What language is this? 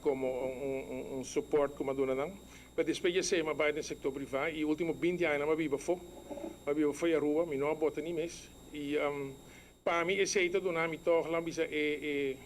Papiamento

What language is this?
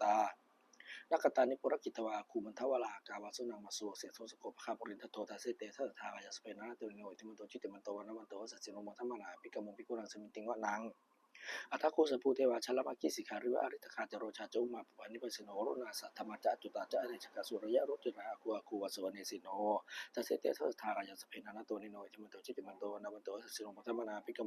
Pali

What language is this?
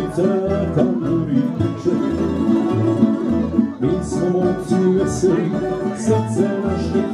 Croatian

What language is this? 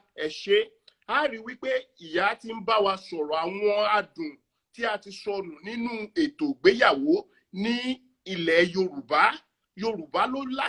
Yoruba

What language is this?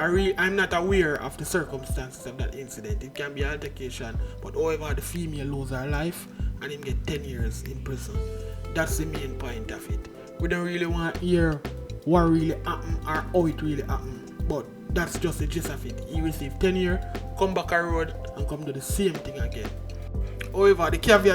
Jamaican Creole English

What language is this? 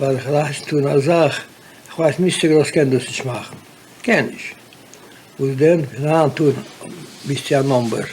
Yiddish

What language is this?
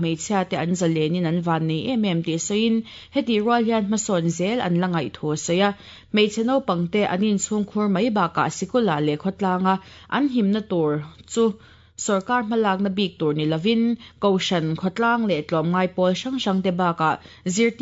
Mizo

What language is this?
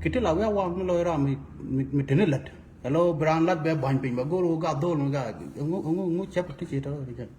Nuer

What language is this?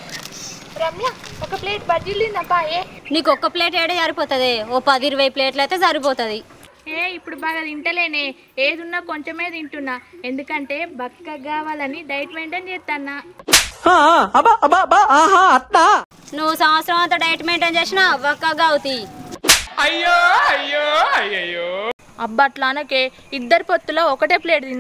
Telugu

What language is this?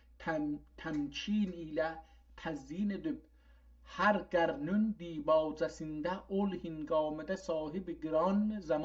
South Azerbaijani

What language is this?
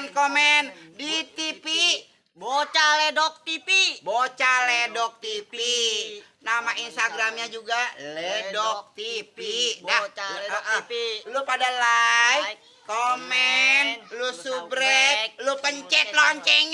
Betawi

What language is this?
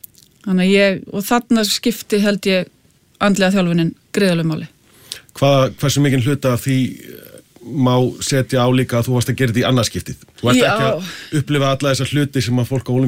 Icelandic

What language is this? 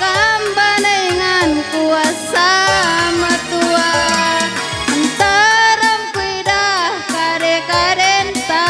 Batak Karo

